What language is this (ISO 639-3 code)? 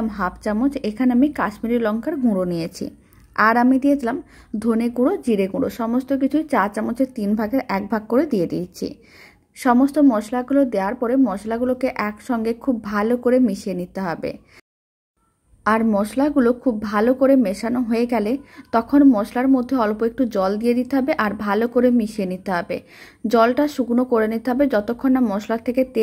ben